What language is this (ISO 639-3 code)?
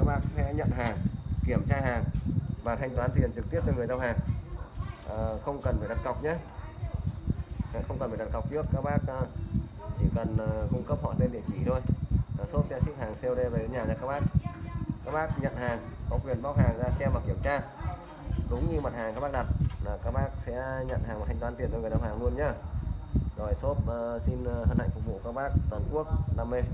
vie